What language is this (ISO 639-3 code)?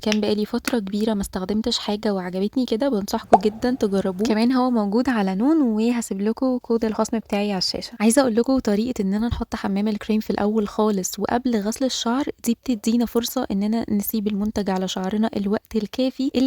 arz